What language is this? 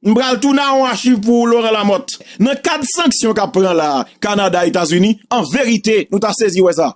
Haitian Creole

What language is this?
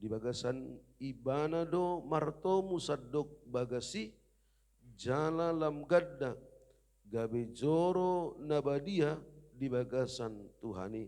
Batak Toba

